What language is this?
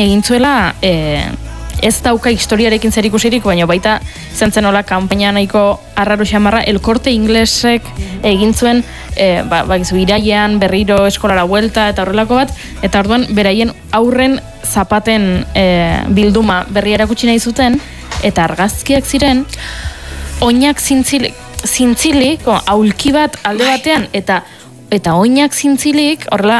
Basque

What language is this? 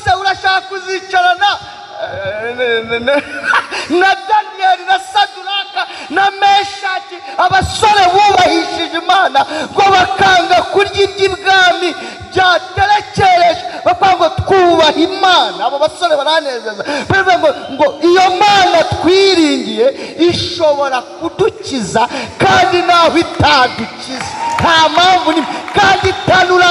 Kinyarwanda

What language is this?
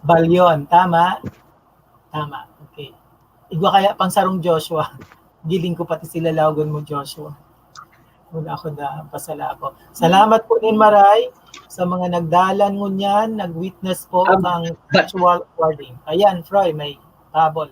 Bikol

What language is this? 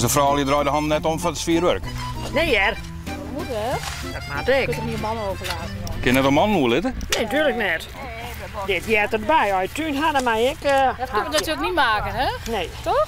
Western Frisian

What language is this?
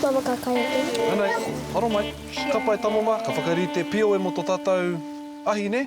Māori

